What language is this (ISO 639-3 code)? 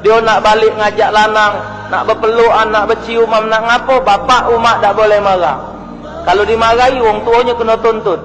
mui